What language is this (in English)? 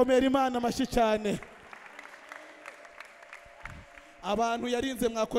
Kinyarwanda